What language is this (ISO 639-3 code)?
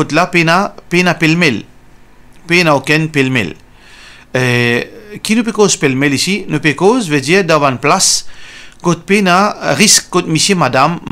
mfe